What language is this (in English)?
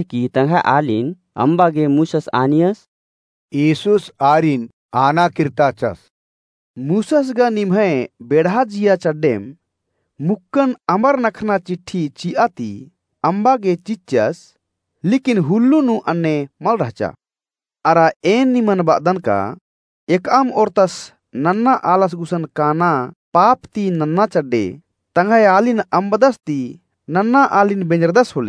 Kurukh